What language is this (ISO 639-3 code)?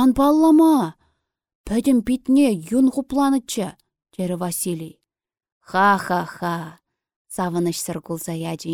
chv